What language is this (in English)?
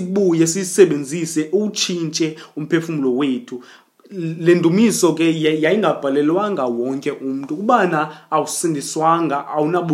Xhosa